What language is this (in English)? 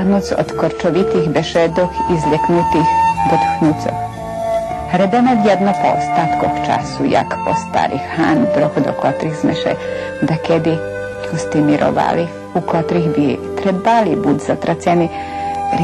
Rusyn